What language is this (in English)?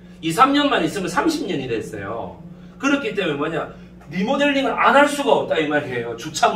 Korean